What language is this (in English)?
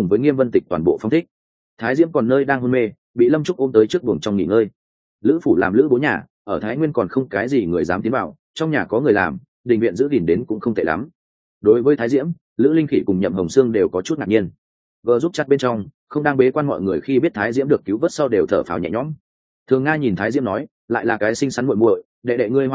Vietnamese